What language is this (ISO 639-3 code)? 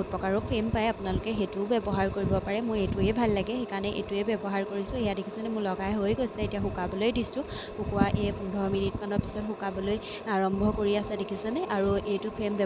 asm